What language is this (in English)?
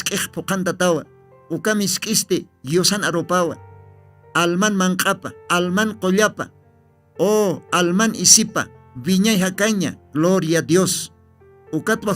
Aymara